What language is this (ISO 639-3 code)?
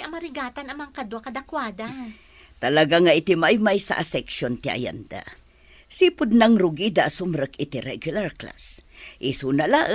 ilo